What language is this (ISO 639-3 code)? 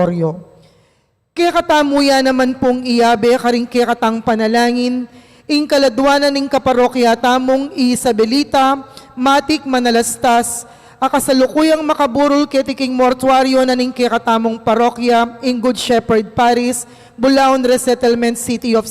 pam